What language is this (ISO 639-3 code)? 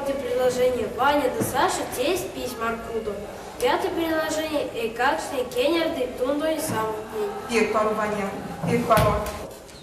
myv